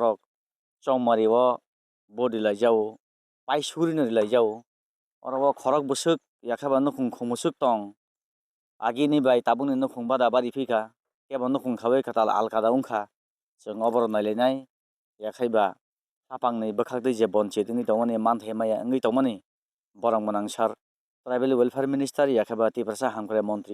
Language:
Kok Borok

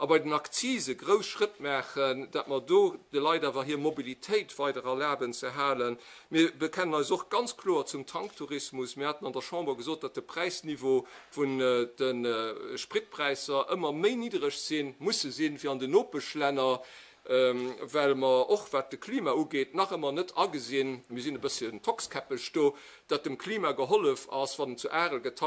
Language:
Luxembourgish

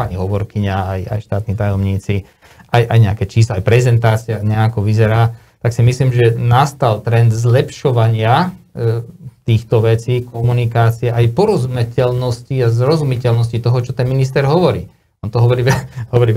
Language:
Slovak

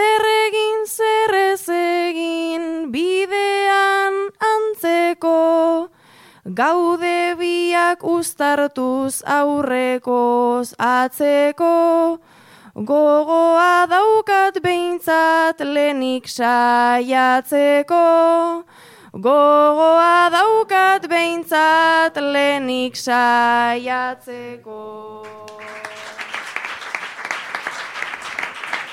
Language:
Basque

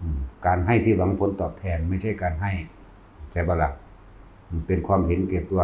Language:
Northeastern Thai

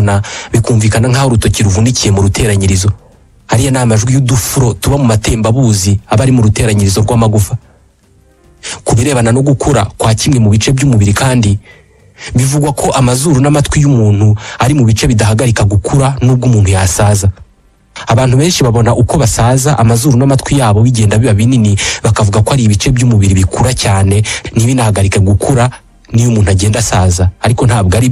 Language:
Kinyarwanda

